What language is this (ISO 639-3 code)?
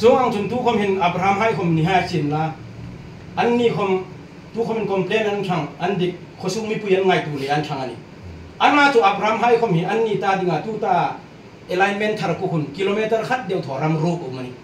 hmr